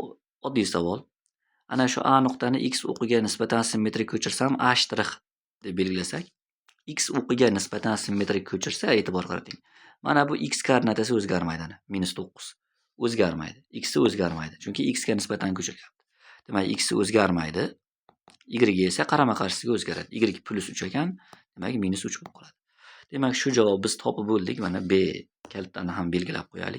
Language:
Uzbek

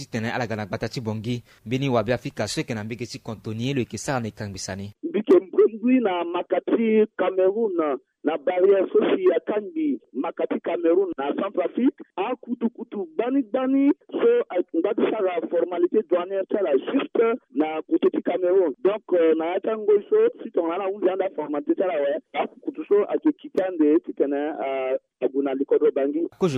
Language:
Sango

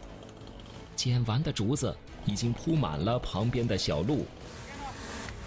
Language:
Chinese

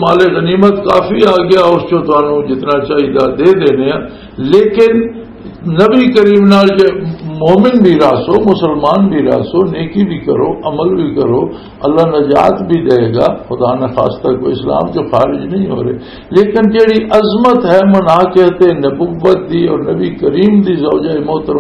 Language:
Western Panjabi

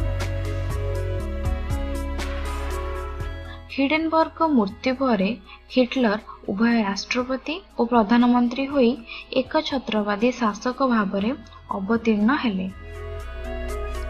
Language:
Odia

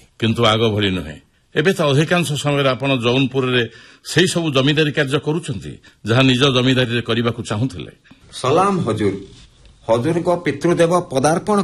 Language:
Odia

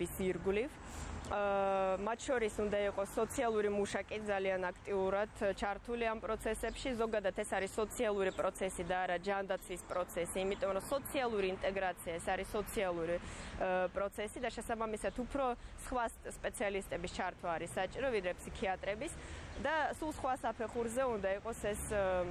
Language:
Georgian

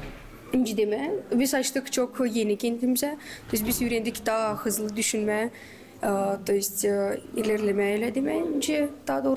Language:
Gagauz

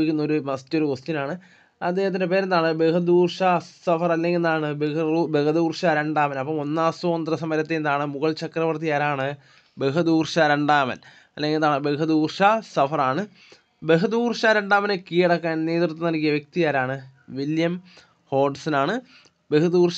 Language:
Malayalam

